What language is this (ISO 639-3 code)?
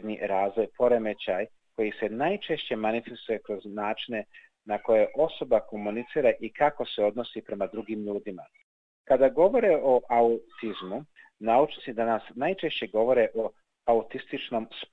srp